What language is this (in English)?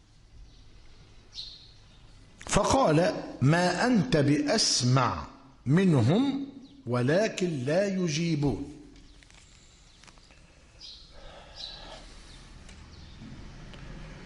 Arabic